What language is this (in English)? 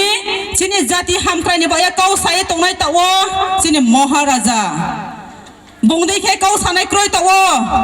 Riang (India)